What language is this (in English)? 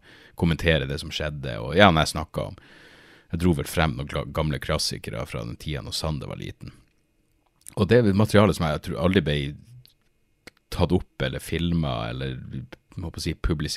Norwegian